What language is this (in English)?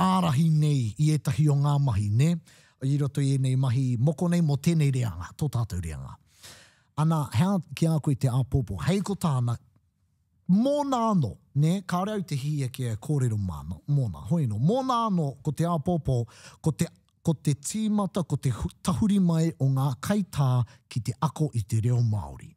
Māori